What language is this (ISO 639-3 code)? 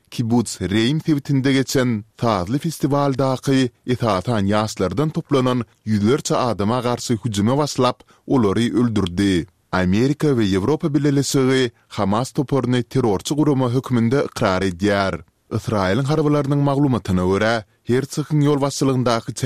tuk